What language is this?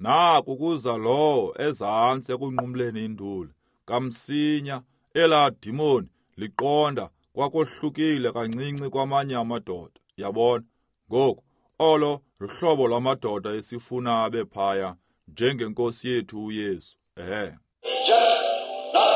Xhosa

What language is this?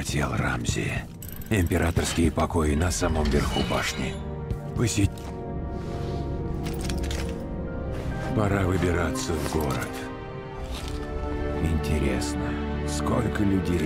Russian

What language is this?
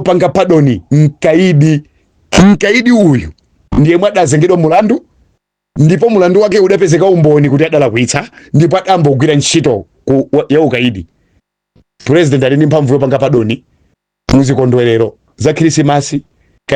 Nyanja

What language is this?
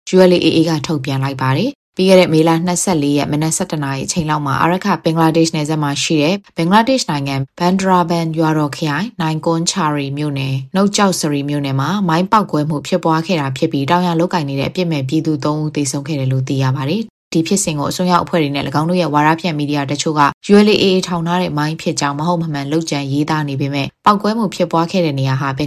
Burmese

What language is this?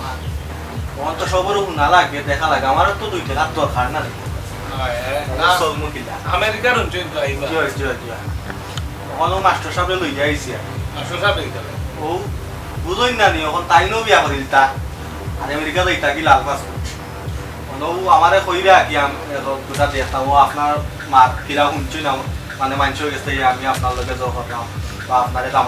Sylheti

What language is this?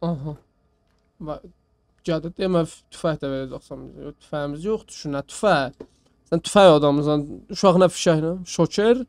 South Azerbaijani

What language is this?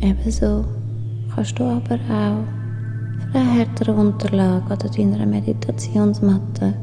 Swiss German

